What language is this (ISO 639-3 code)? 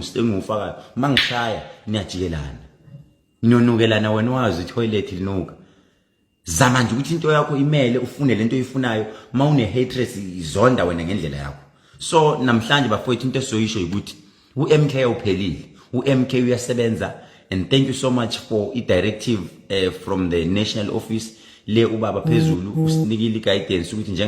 zul